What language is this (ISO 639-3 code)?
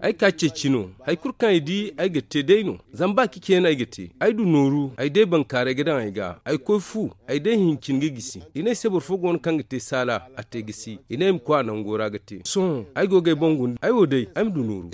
dje